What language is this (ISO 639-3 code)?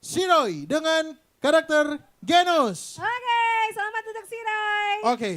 xmm